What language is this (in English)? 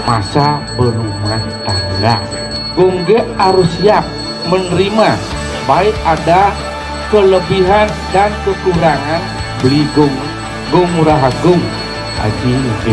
Balinese